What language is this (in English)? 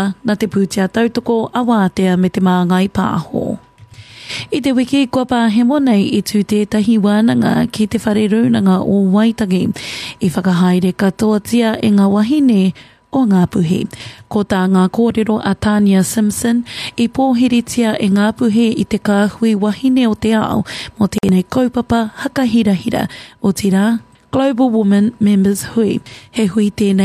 Māori